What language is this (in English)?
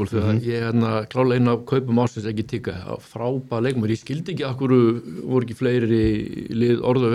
Icelandic